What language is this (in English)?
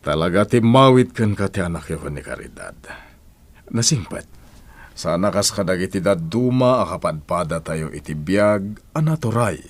Iloko